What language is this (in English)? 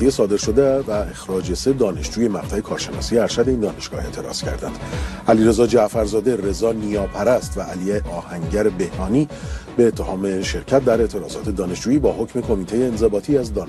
Persian